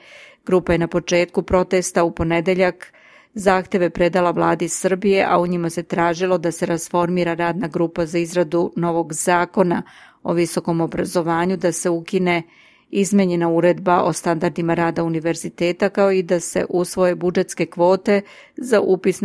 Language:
Serbian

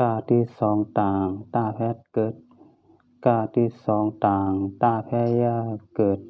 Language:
Shan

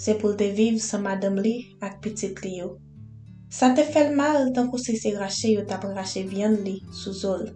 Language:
Haitian Creole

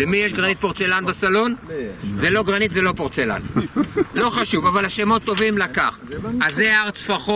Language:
Hebrew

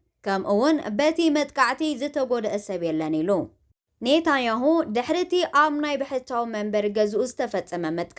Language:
Tigrinya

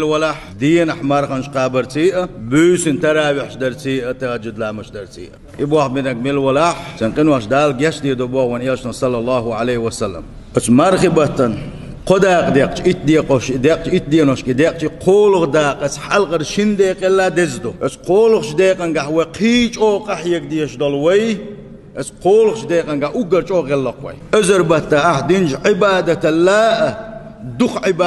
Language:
Chechen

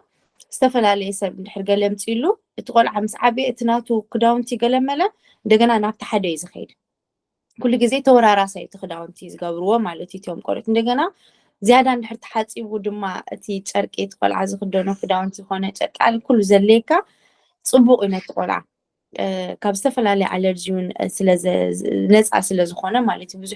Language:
Tigrinya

